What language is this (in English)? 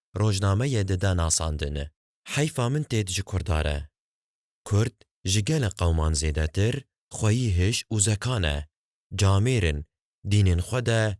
Kurdish